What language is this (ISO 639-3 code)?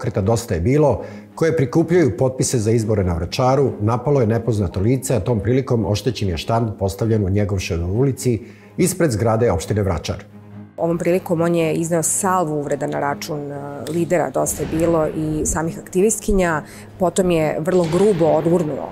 srp